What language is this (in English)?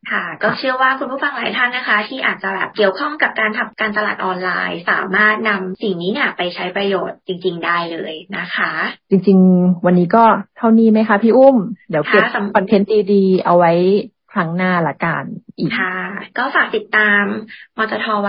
Thai